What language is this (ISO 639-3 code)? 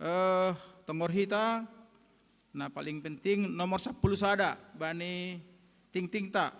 bts